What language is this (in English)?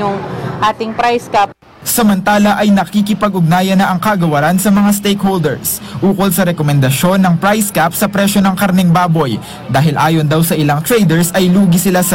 Filipino